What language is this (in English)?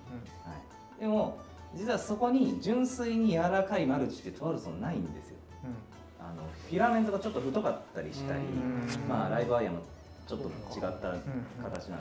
Japanese